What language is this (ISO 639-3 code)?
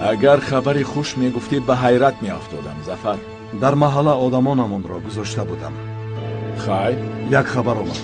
tgk